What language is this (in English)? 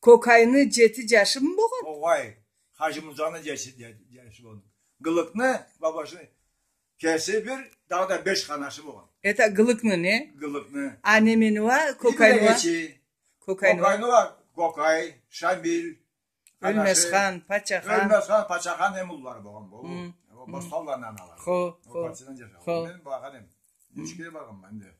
Karachay-Balkar